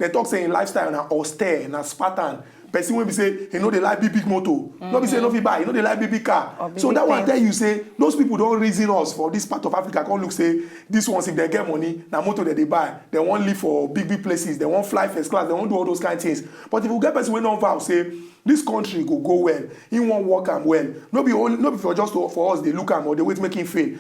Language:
Nigerian Pidgin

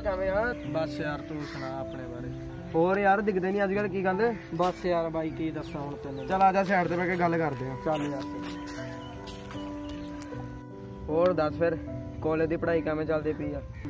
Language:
Punjabi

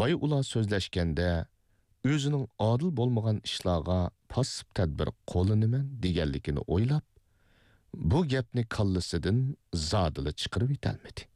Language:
Uyghur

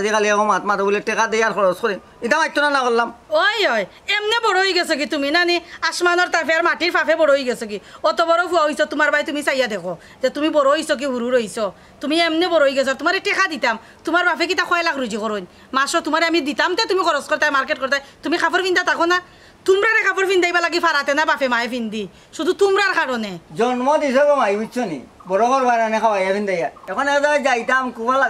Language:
Sylheti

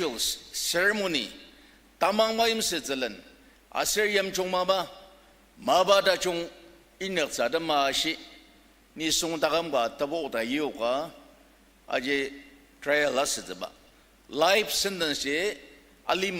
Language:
Ao Naga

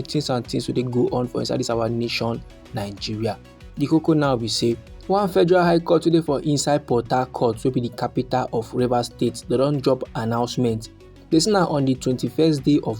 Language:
Nigerian Pidgin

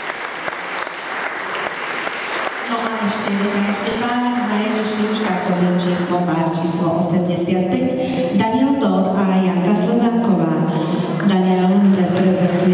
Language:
Slovak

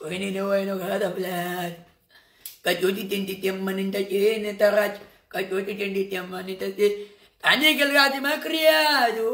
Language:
Kabuverdianu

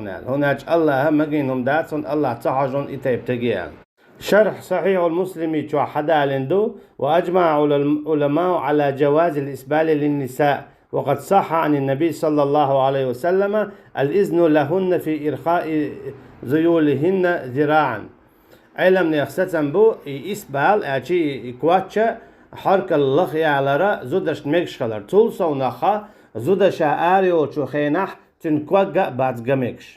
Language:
Chechen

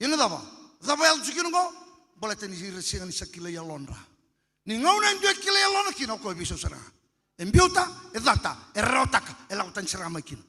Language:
Fijian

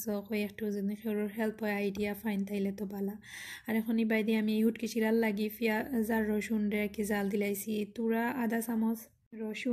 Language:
Sylheti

